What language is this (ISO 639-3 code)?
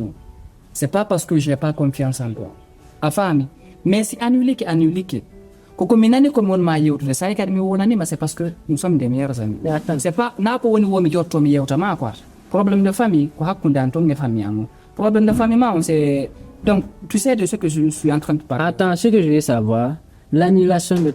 ful